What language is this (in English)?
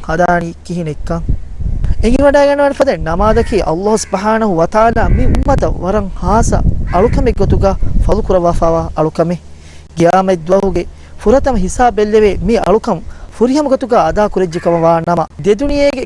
Divehi